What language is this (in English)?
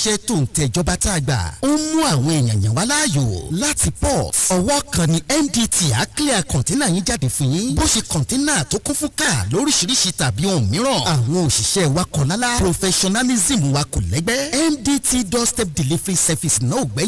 Yoruba